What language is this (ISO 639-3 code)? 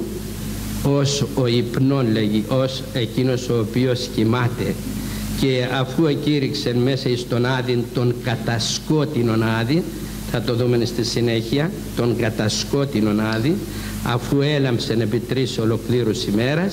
ell